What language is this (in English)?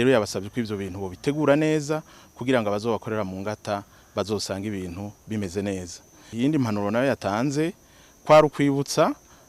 Rundi